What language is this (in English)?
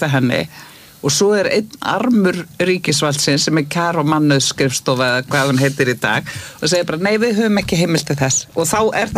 Icelandic